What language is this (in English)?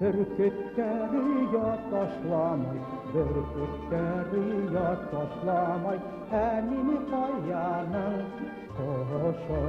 Bashkir